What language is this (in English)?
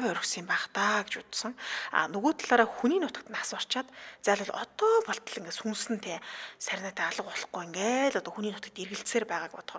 Mongolian